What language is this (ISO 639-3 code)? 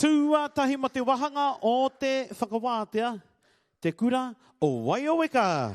mri